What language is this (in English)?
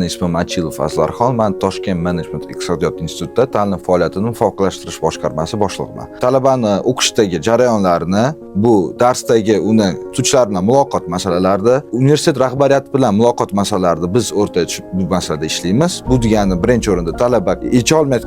Uzbek